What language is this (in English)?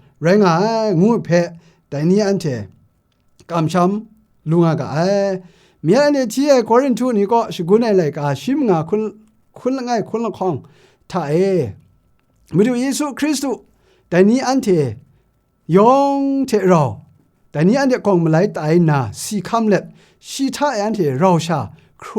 Kachin